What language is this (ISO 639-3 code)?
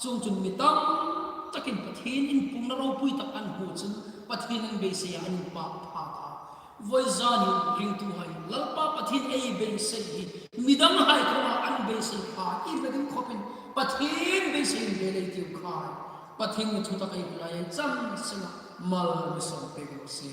hmr